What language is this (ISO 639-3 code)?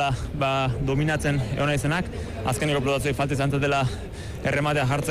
eus